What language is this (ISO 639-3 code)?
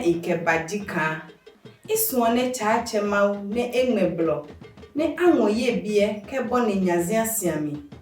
ada